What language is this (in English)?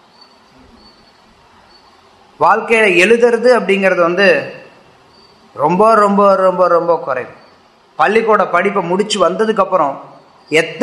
Tamil